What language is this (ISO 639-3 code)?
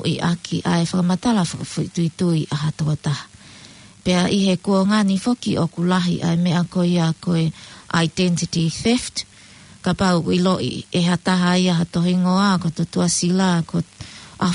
ton